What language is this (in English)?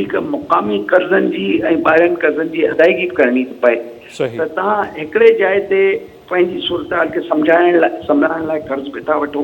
Sindhi